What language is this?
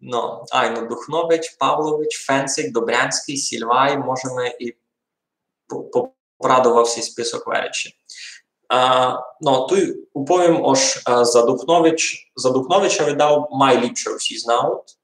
Rusyn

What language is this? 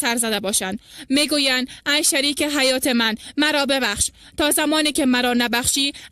Tajik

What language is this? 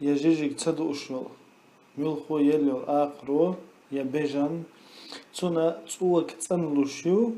Chechen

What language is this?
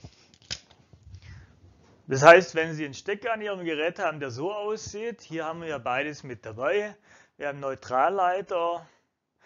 German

